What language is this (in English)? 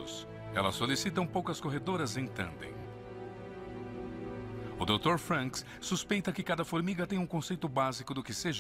Portuguese